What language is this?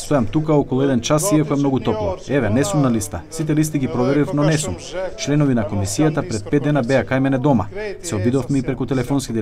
Macedonian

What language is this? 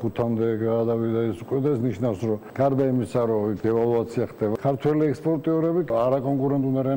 Georgian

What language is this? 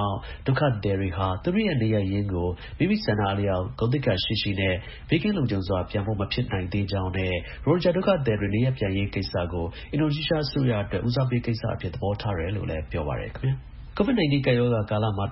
Burmese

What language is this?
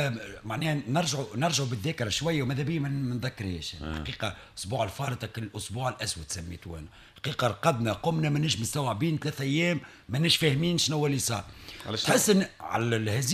Tunisian Arabic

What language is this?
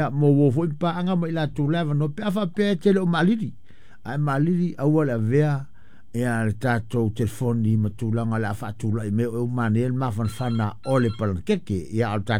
Samoan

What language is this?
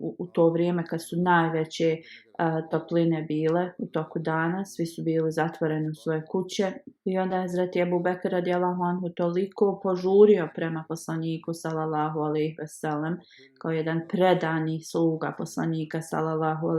Bosnian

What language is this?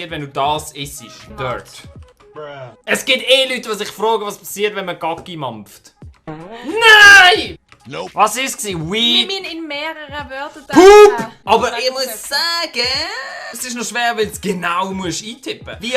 Swiss German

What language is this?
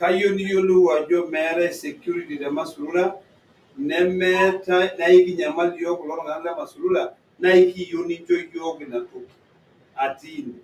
Masai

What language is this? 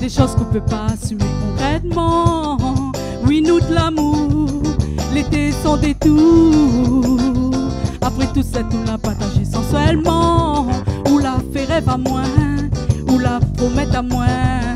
Réunion Creole French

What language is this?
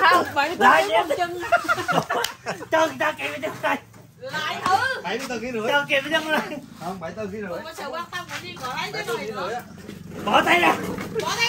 Vietnamese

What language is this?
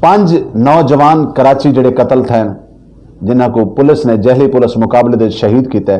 Saraiki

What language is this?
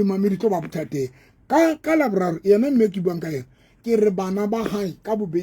Southern Sotho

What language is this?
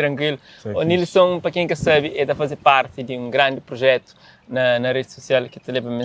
Kabuverdianu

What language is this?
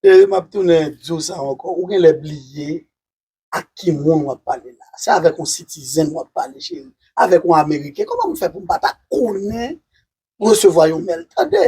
Haitian Creole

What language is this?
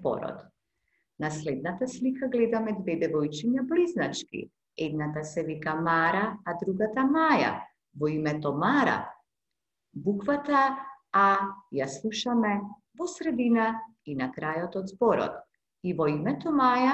Macedonian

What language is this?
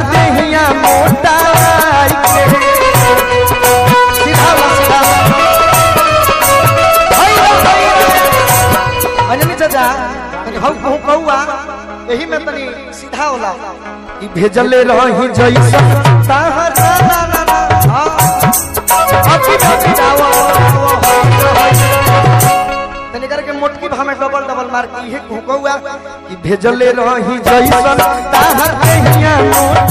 Bhojpuri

